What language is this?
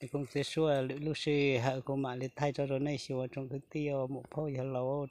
Hmong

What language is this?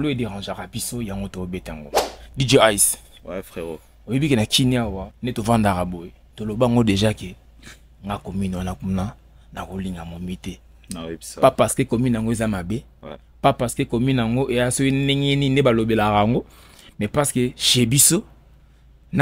Lingala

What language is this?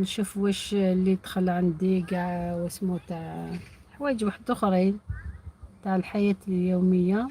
Algerian Arabic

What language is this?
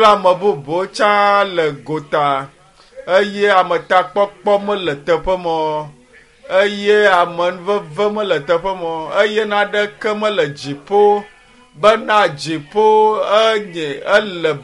Ewe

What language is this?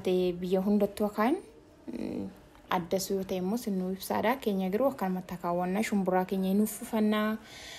Oromo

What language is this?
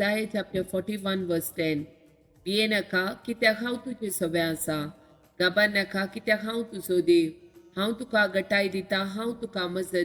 Konkani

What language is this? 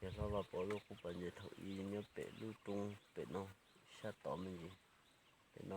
Hmong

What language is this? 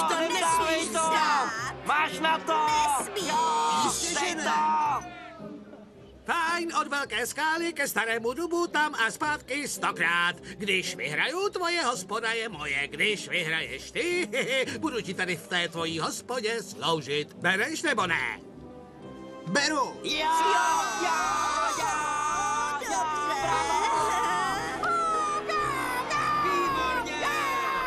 Czech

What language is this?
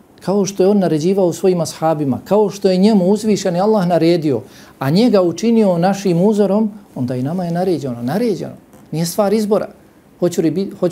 Bosnian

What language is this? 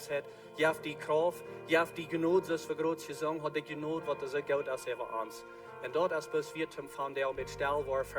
Plautdietsch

